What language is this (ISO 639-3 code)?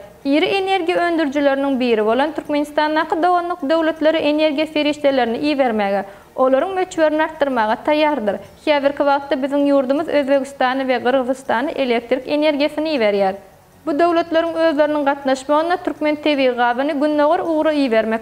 tuk